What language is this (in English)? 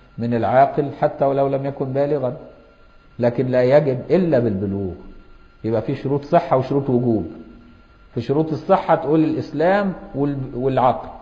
Arabic